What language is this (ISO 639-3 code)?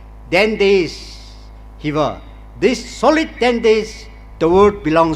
nmf